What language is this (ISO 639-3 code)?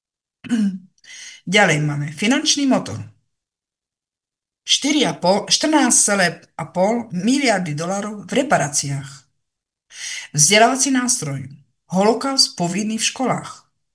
slk